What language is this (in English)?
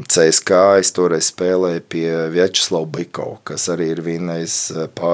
Latvian